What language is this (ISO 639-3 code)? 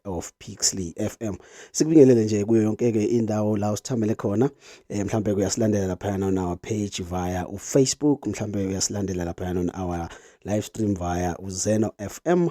zul